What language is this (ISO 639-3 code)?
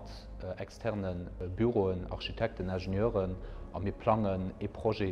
ltz